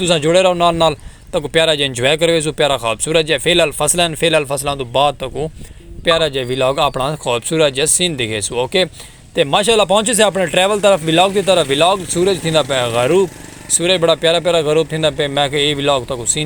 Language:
Saraiki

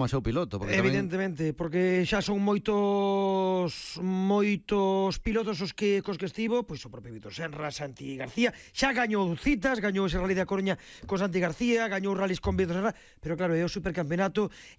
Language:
Galician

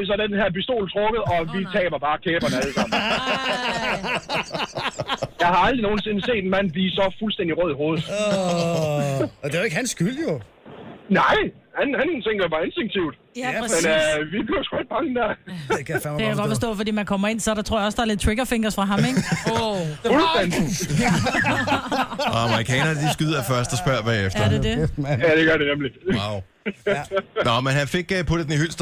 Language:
Danish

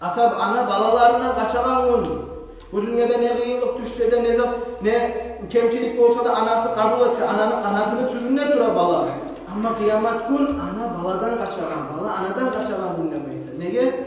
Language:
Kumyk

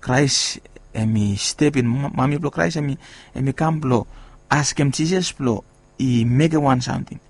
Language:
Bislama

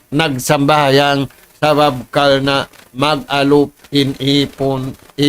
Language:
Tausug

